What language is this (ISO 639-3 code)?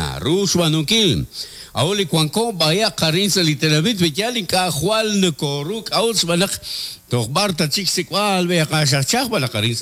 kek